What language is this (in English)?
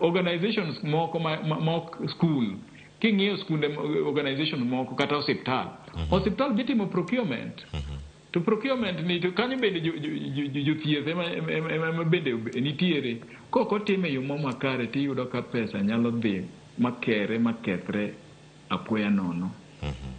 Luo (Kenya and Tanzania)